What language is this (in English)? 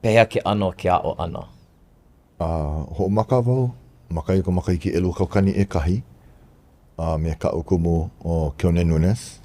Hawaiian